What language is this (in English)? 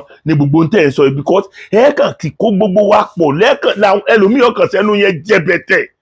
Yoruba